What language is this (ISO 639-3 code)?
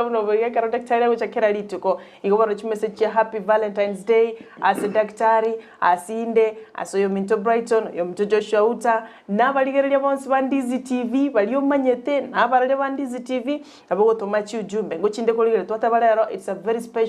guz